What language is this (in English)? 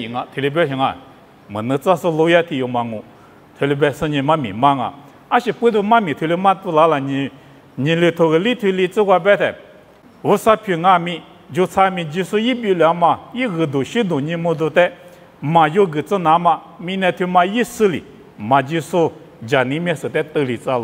Lisu